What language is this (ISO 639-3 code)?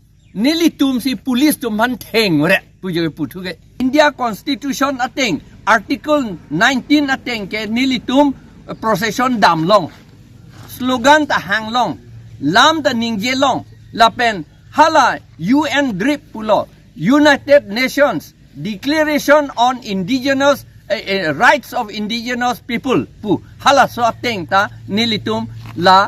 mjw